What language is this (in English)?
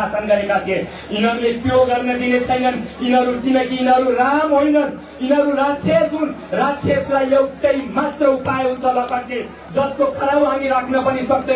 Nepali